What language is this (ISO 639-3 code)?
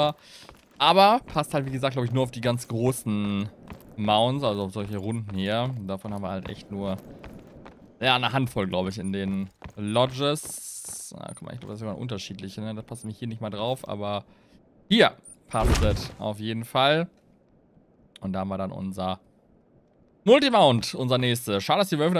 deu